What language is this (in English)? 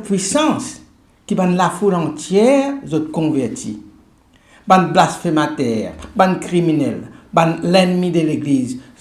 Morisyen